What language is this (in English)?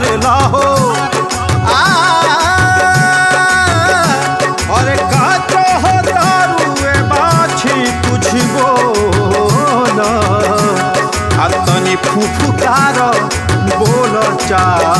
Bhojpuri